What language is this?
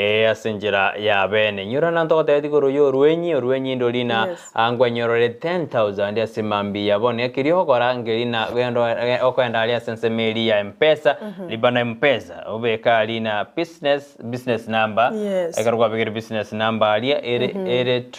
Gusii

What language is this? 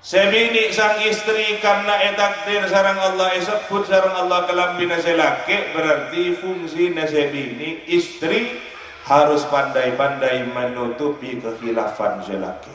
Madurese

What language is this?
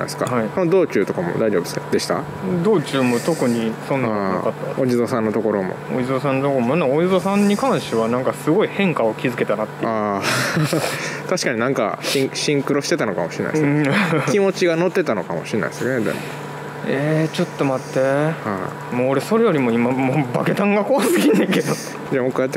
Japanese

